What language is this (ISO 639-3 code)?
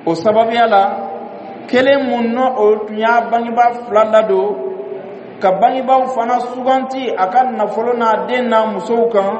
dyu